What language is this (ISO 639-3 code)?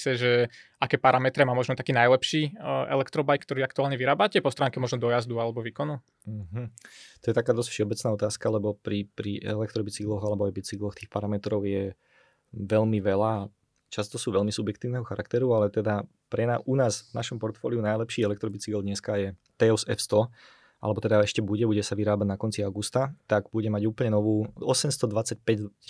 slk